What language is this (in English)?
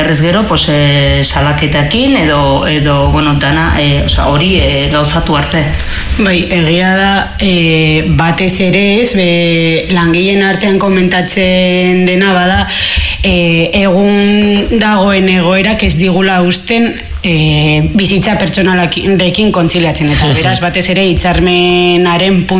Basque